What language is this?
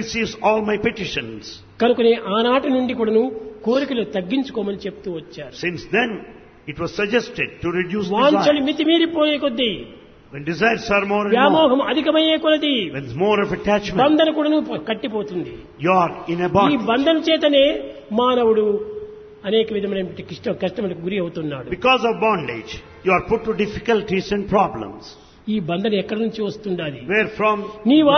Telugu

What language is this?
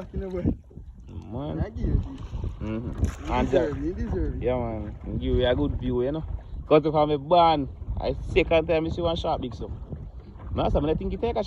Jamaican Creole English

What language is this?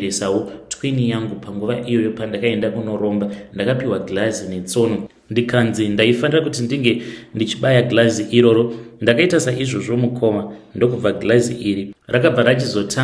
Shona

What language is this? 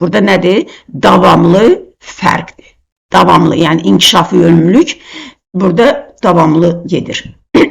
Azerbaijani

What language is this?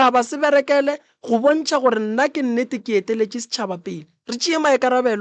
Northern Sotho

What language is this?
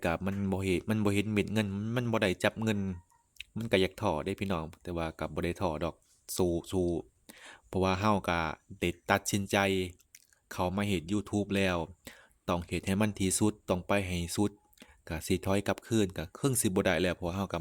Lao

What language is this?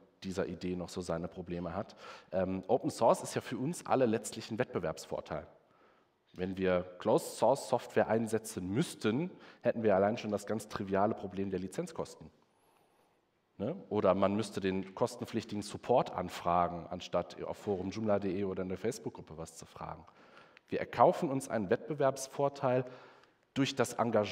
German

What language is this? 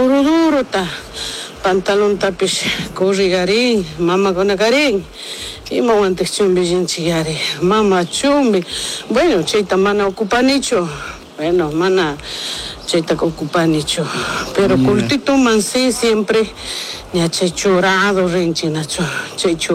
Chimborazo Highland Quichua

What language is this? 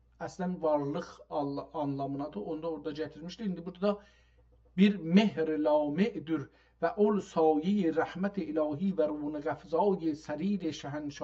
South Azerbaijani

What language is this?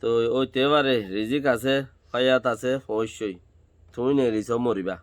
Rohingya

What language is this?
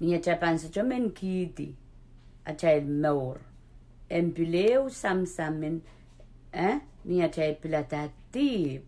Pohnpeian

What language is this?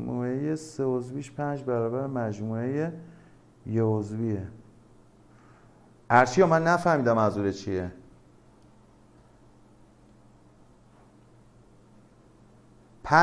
Persian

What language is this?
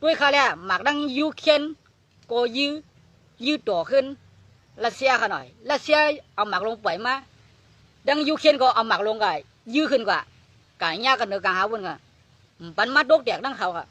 Shan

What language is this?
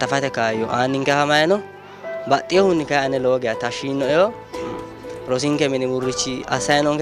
Sidamo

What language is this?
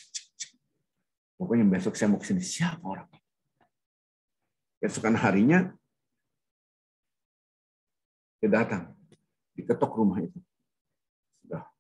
Indonesian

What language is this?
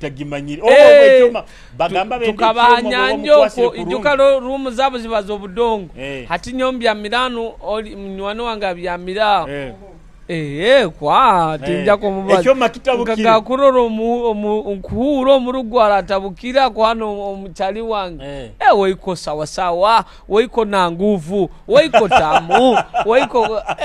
Nyoro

